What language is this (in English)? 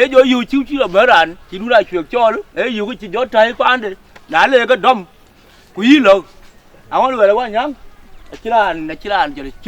Dinka